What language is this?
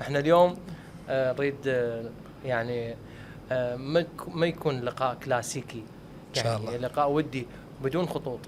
Mesopotamian Arabic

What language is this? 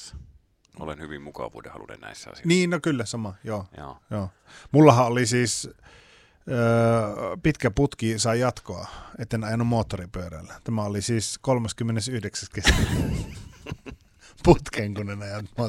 Finnish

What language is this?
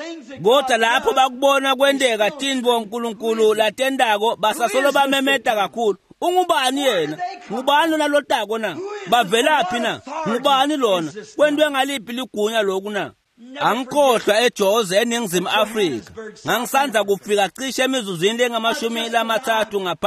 Swati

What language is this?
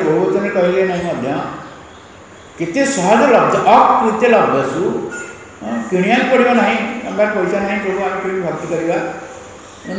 Odia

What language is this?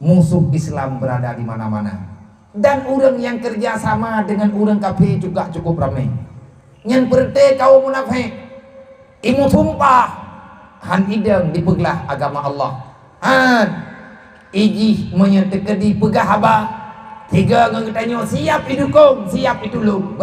Achinese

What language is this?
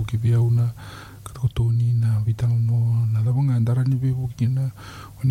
Fijian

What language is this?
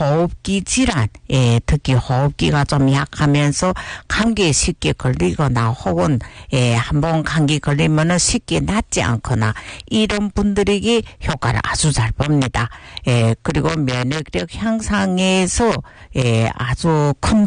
Korean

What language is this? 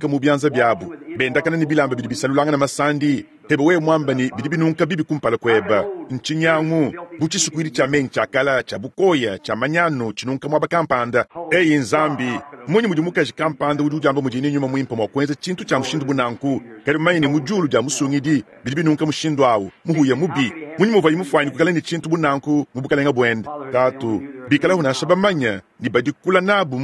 Luba-Lulua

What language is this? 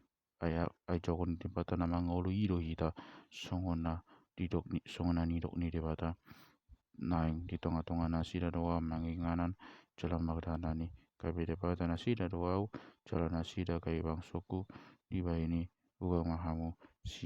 Batak Toba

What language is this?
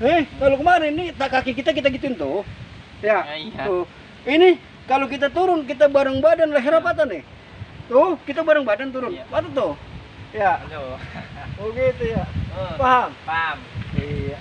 Betawi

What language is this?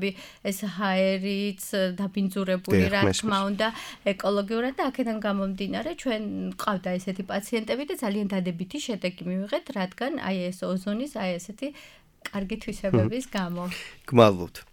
Georgian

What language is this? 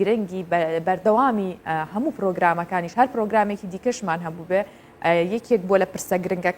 Central Kurdish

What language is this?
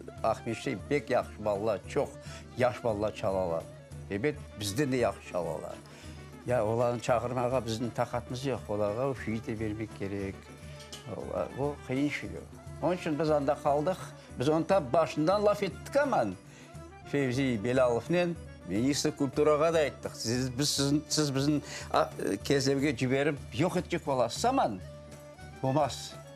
Crimean Tatar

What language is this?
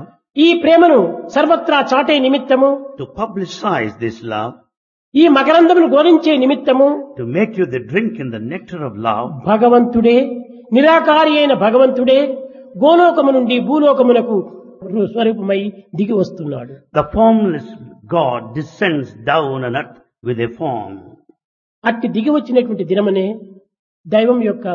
Telugu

